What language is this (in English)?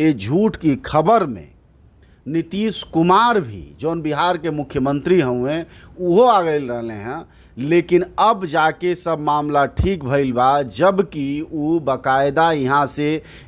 Bhojpuri